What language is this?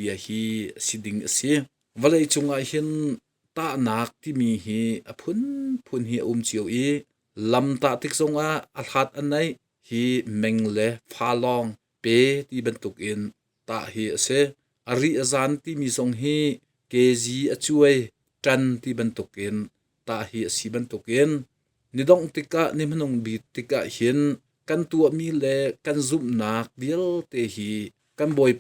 Hakha Chin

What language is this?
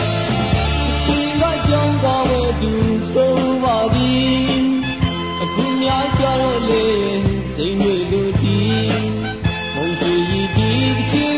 Burmese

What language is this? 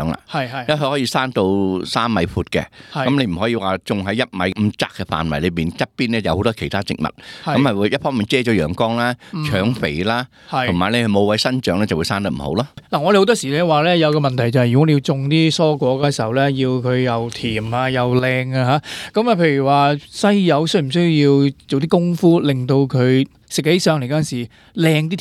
Cantonese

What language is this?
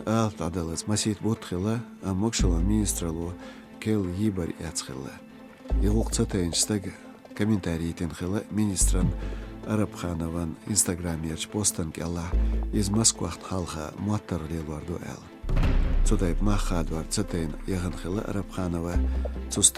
Chechen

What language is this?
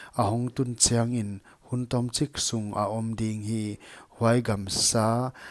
Paite Chin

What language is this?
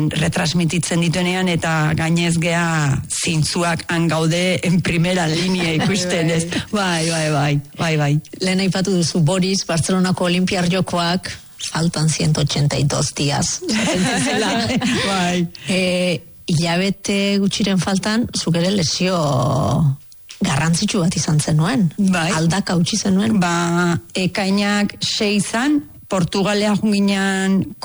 Basque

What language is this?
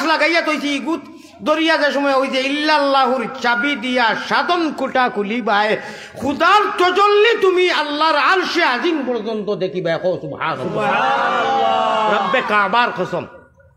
Sylheti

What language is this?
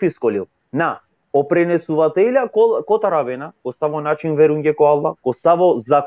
Balkan Romani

